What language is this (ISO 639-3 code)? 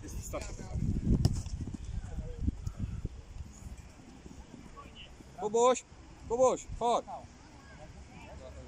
pol